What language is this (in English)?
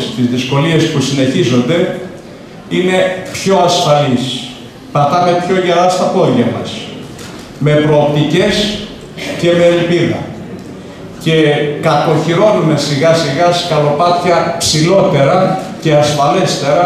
Greek